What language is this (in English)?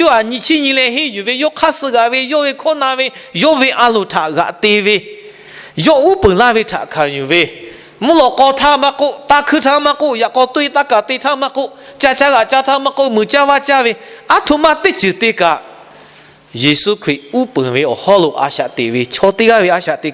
Lahu